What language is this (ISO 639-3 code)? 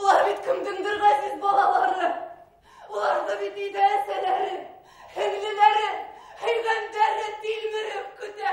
bak